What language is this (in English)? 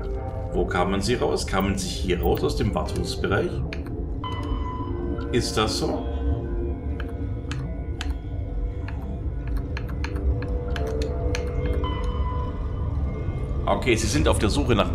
German